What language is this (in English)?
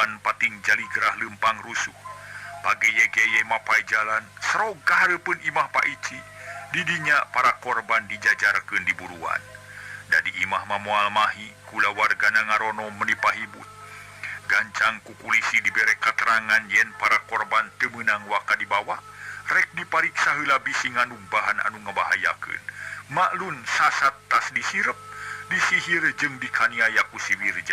Sundanese